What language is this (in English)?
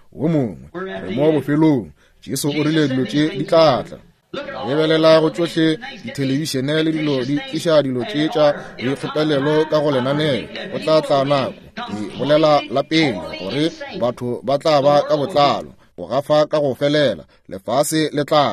Northern Sotho